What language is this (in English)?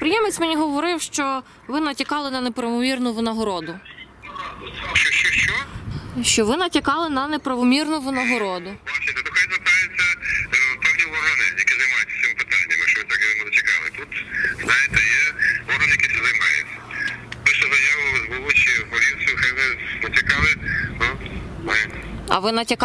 Ukrainian